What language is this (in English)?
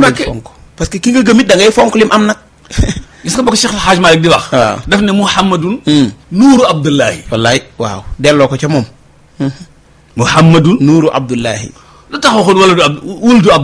Wolof